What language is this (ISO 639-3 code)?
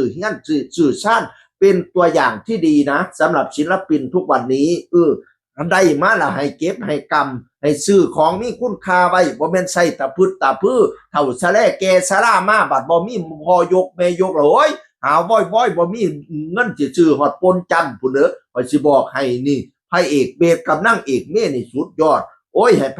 tts